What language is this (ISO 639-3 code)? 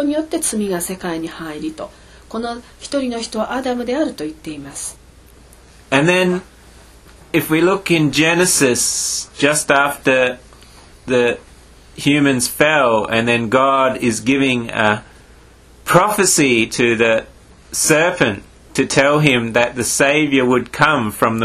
jpn